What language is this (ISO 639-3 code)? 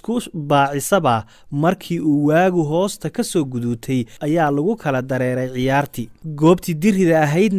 som